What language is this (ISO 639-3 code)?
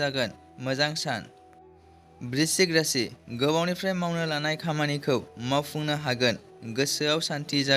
brx